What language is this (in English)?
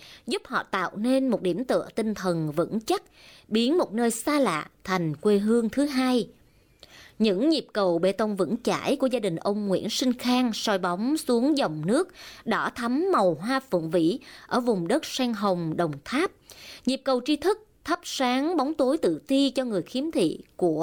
Vietnamese